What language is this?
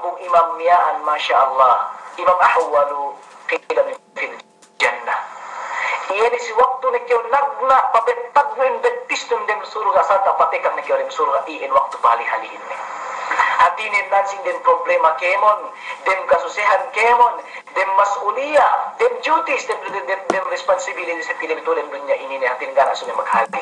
Yakan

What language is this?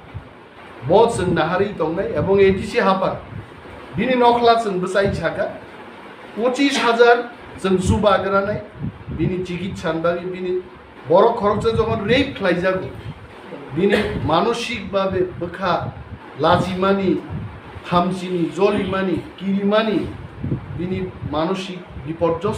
Riang (India)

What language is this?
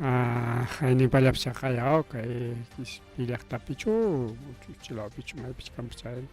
Ayacucho Quechua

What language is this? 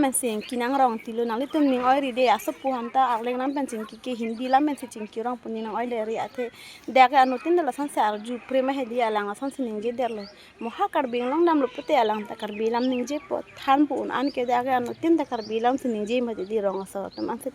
Karbi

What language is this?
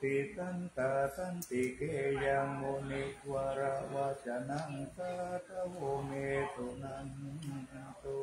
Pali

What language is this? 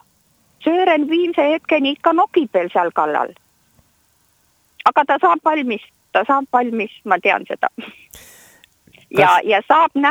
Estonian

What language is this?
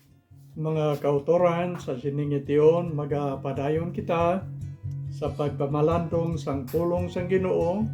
Hiligaynon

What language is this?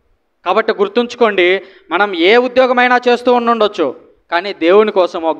Telugu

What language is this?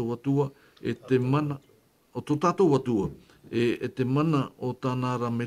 Tahitian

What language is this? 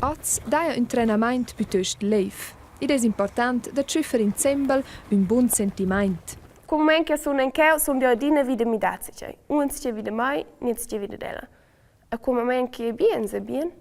Romansh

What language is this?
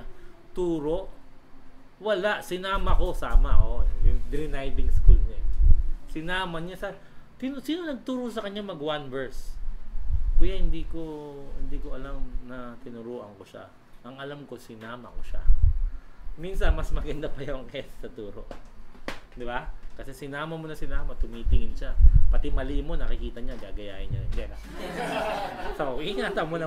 Filipino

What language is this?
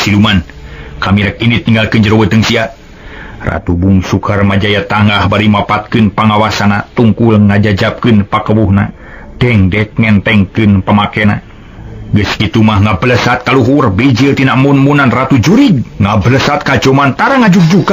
Sundanese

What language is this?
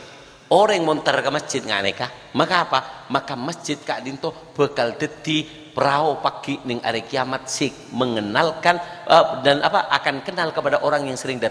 Madurese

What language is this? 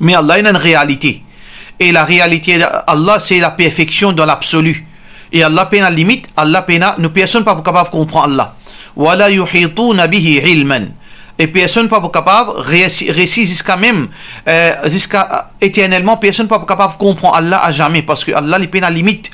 Morisyen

